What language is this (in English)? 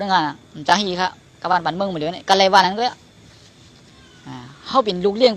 Shan